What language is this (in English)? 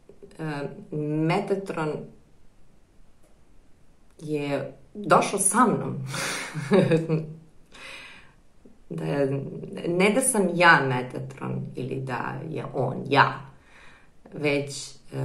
Serbian